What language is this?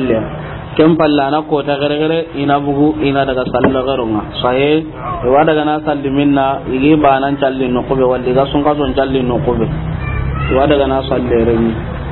Soninke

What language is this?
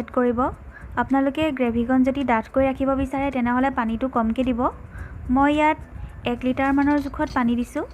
Assamese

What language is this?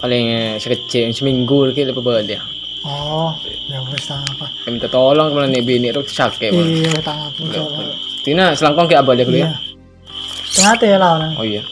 Madurese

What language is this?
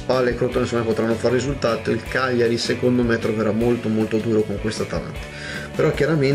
Italian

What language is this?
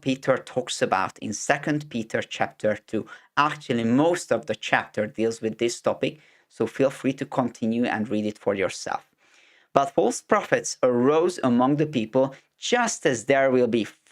English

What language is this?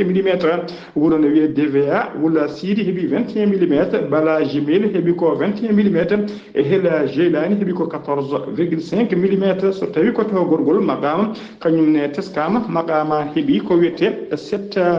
Fula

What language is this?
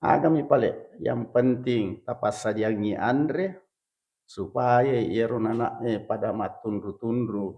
Buginese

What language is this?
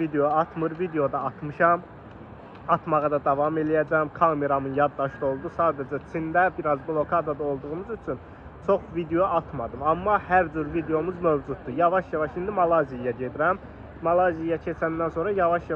Azerbaijani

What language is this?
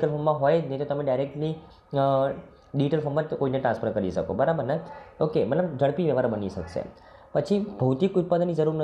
Gujarati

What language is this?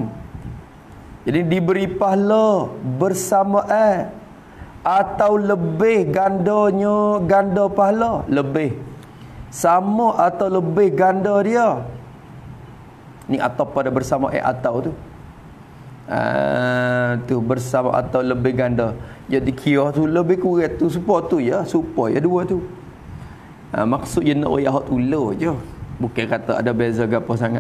Malay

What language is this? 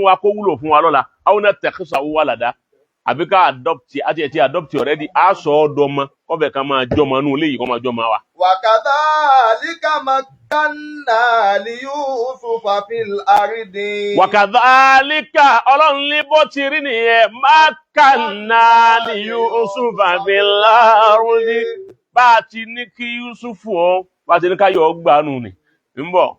Yoruba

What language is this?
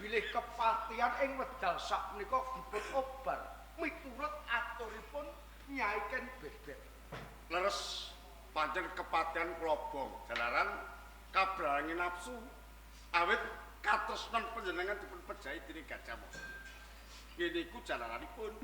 Javanese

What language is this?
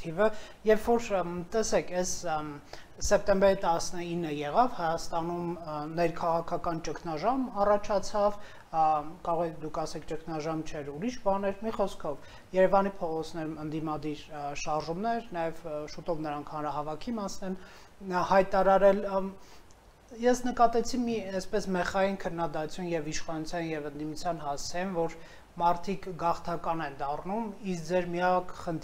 Armenian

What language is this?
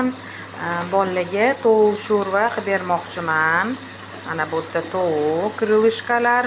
Uzbek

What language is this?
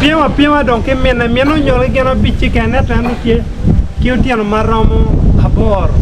Acoli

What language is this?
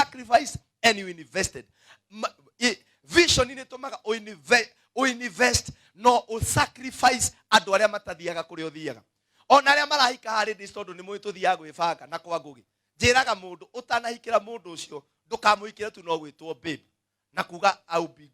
Kikuyu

